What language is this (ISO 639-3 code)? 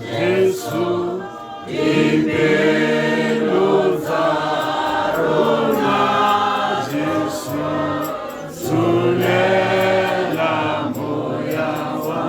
tsn